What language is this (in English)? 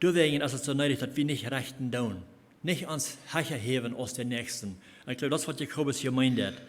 Plautdietsch